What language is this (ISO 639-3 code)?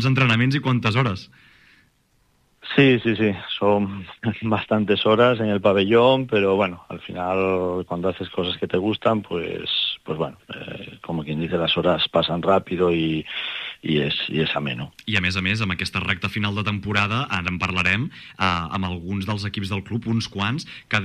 cat